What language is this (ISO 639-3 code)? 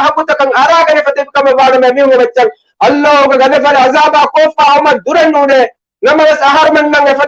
div